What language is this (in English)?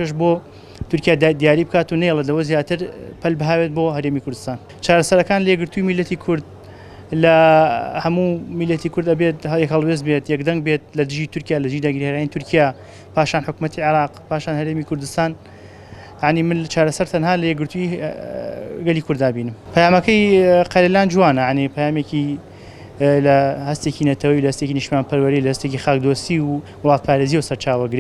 Central Kurdish